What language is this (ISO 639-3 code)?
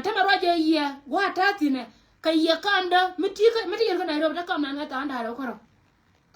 nus